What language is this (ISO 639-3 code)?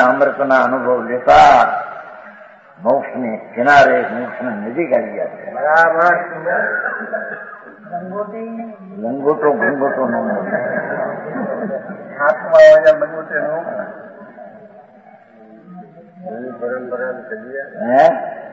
guj